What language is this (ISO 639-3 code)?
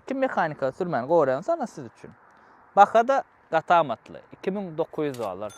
tuk